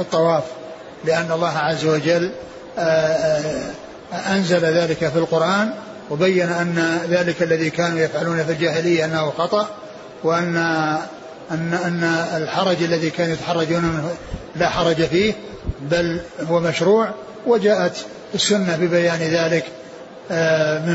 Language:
Arabic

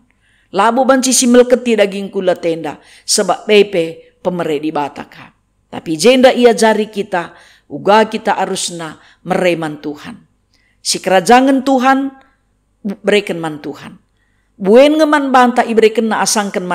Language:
Batak Karo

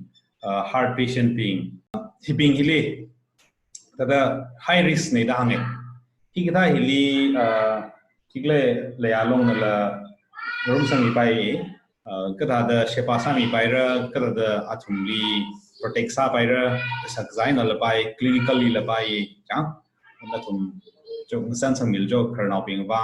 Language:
Tangkhul Naga (India)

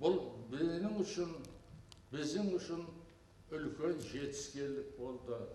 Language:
Kara-Kalpak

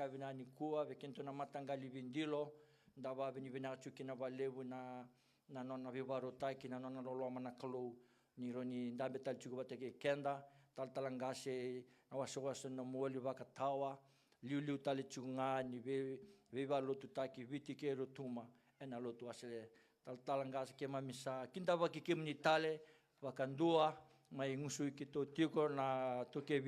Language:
Fijian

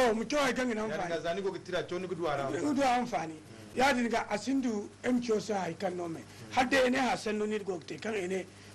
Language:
Zarma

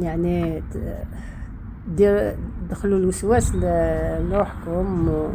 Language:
Algerian Arabic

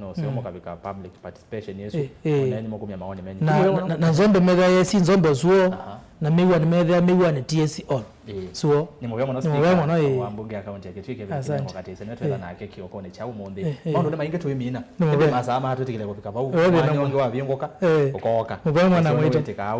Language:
Kamba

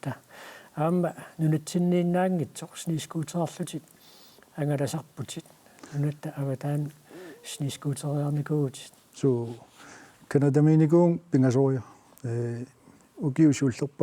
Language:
Kalaallisut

